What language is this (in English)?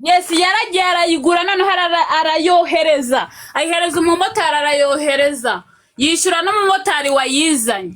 Kinyarwanda